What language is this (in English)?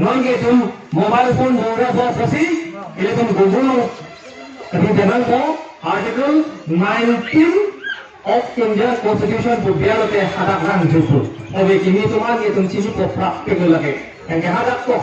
Karbi